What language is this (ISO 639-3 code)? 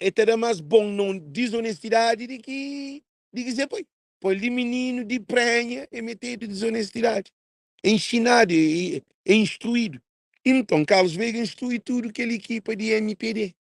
kea